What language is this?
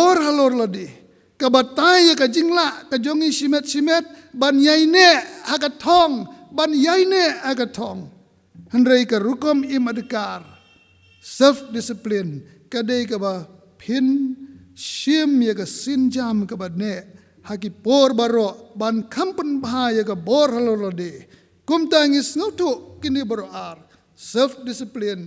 Khasi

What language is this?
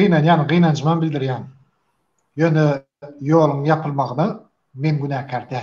Turkmen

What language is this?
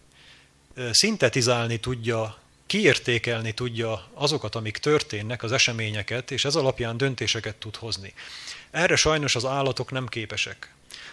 Hungarian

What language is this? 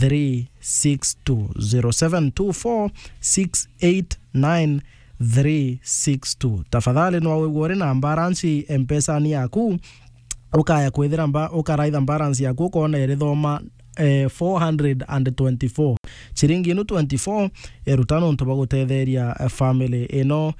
Meru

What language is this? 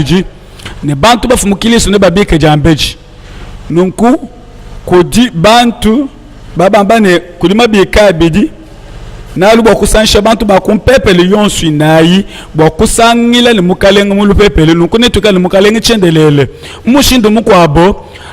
Luba-Lulua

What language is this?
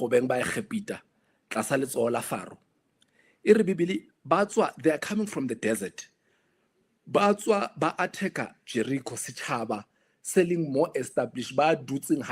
Southern Sotho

